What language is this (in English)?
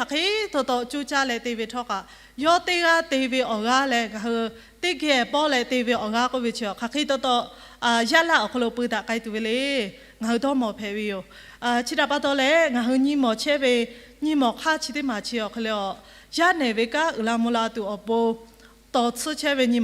Lahu